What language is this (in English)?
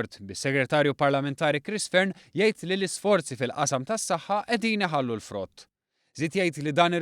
Maltese